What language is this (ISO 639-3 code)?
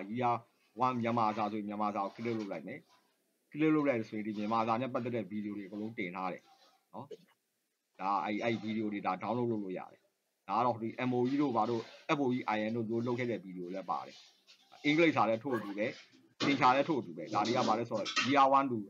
mya